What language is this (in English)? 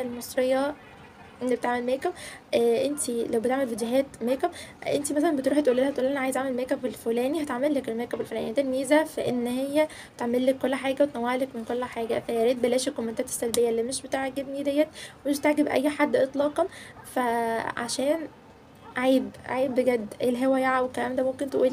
Egyptian Arabic